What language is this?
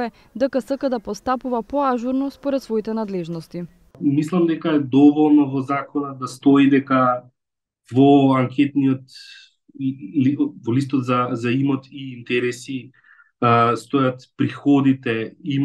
Macedonian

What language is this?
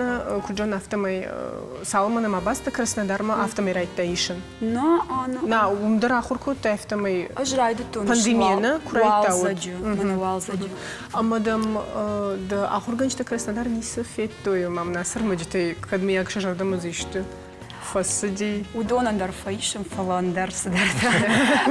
Ossetic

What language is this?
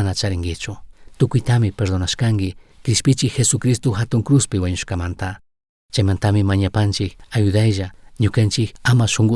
Chimborazo Highland Quichua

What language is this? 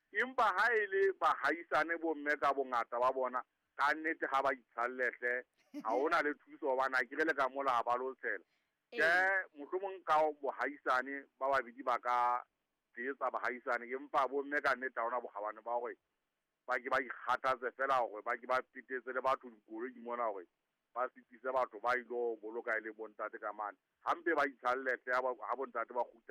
Southern Sotho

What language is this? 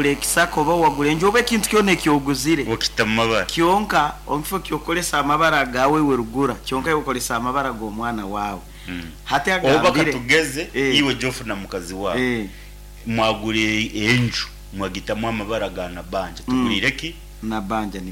Nyankole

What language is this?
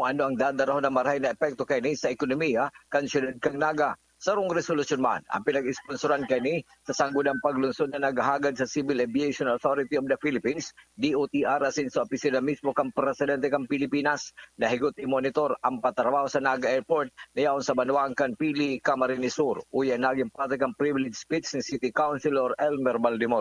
Bikol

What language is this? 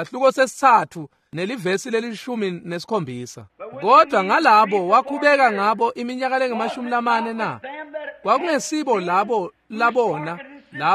Swati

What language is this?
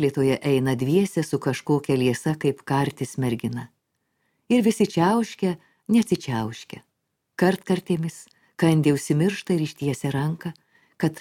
Lithuanian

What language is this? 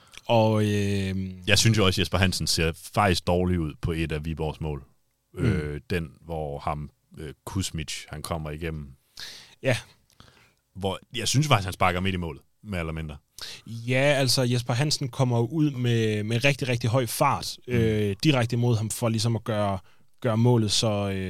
Danish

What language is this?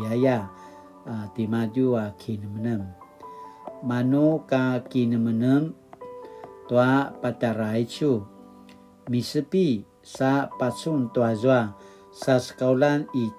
Paiwan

